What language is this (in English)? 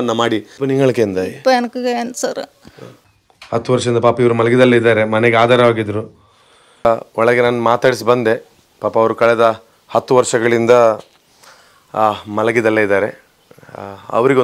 Kannada